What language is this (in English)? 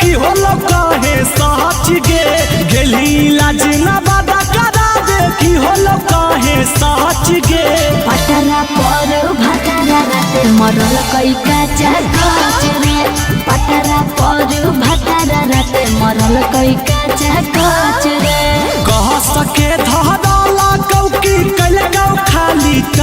Magahi